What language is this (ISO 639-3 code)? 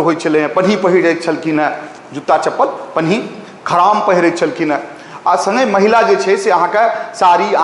mai